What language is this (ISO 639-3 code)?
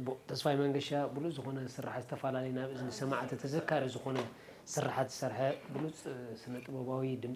tir